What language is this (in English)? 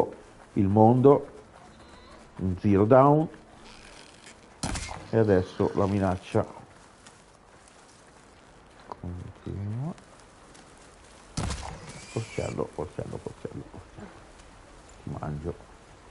Italian